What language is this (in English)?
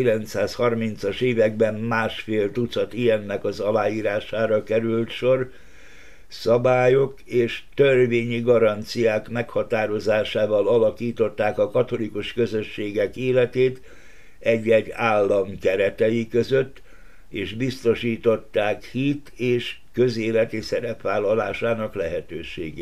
Hungarian